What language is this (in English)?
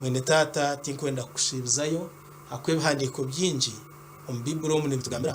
Nyankole